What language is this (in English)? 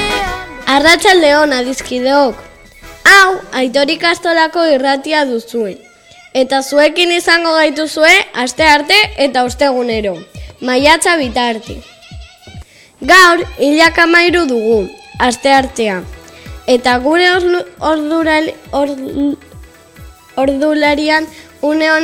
Basque